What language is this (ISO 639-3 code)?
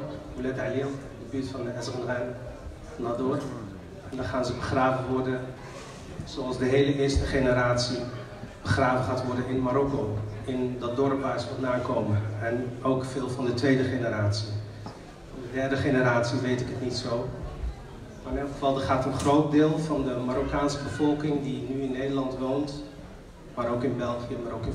nld